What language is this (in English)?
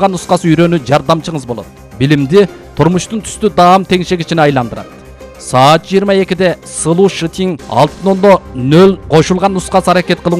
Kyrgyz